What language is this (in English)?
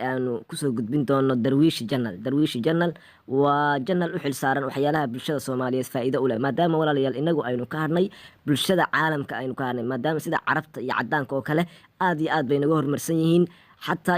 Somali